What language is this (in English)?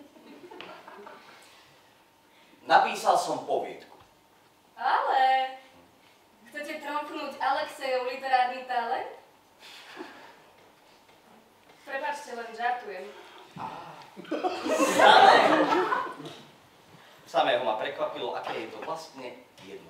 Slovak